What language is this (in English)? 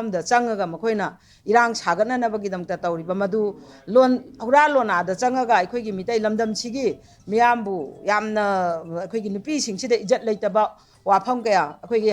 Manipuri